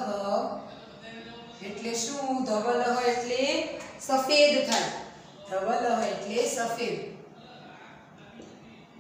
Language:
Gujarati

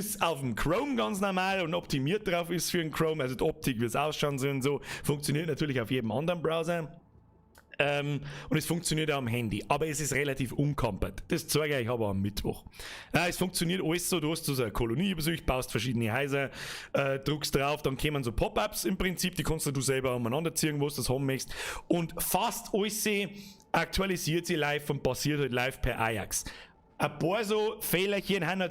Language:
Bavarian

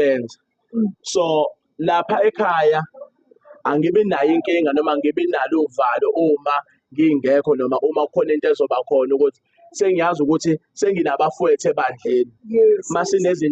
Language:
Zulu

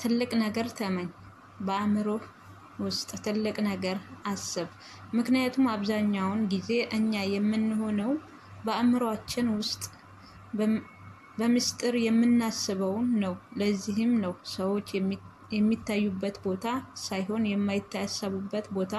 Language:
Amharic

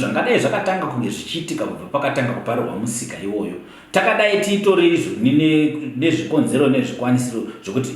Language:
Shona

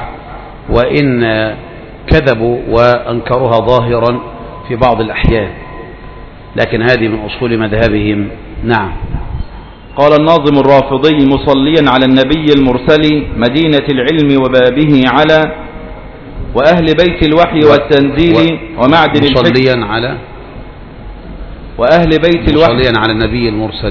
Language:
Arabic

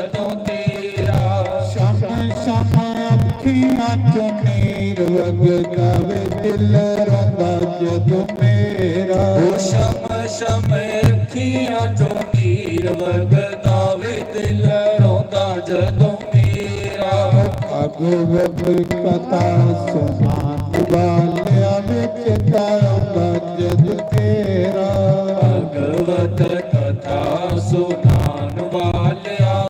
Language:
Dogri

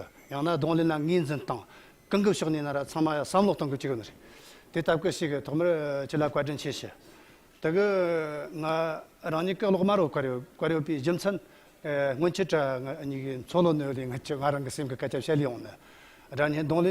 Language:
Tibetan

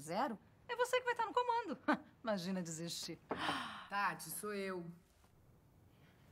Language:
Portuguese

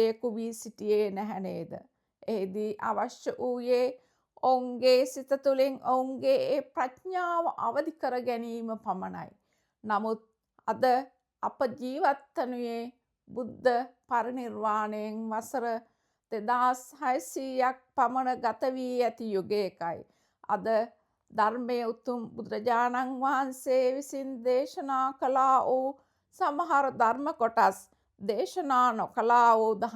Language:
Sinhala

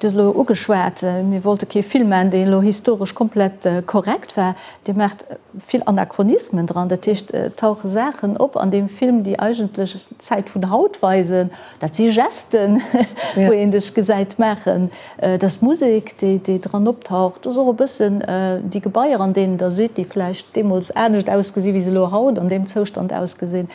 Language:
Luxembourgish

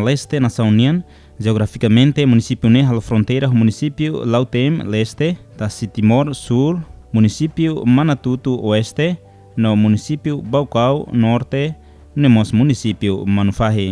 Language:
Tetum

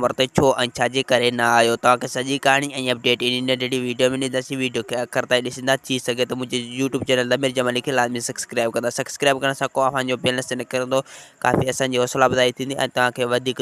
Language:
Sindhi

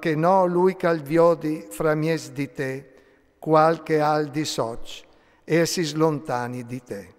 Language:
Friulian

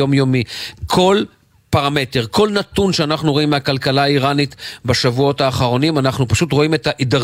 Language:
Hebrew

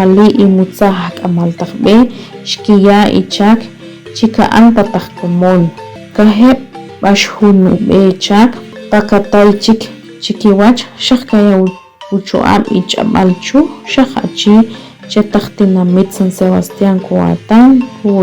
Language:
Achi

